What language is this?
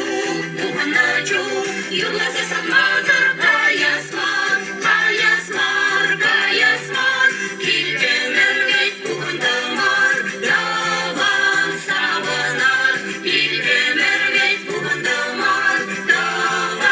Chuvash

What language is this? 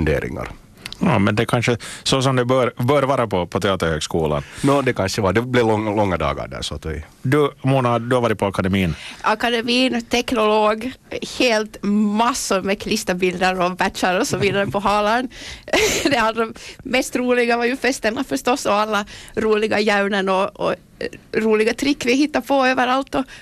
Swedish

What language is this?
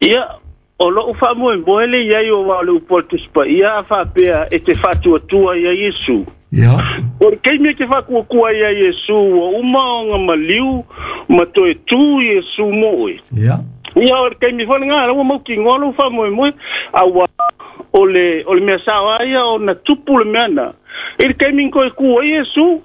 Samoan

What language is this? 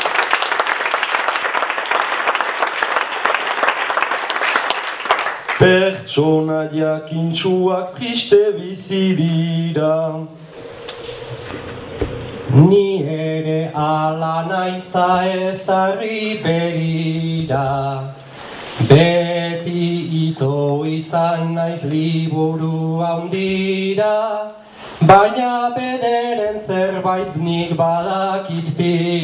Basque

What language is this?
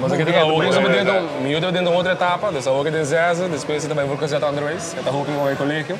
Papiamento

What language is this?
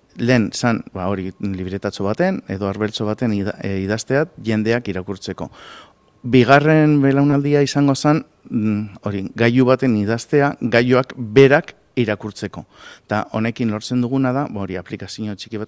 Basque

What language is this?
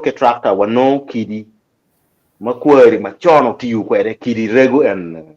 Acoli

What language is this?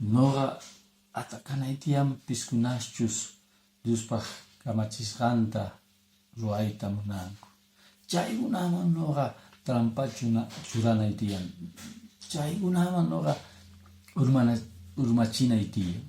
Quechua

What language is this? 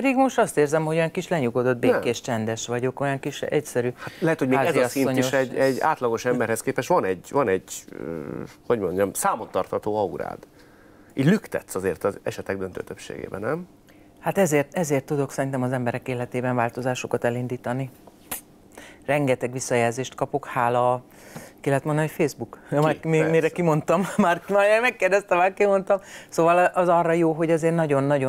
Hungarian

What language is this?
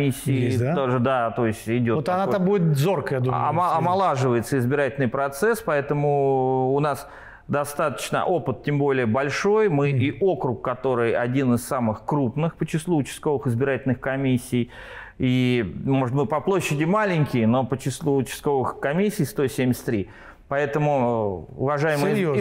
Russian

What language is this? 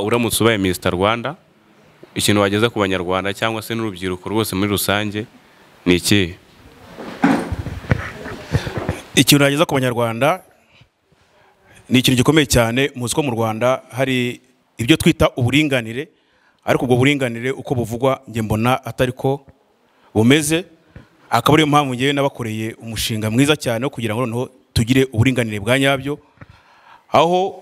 Kinyarwanda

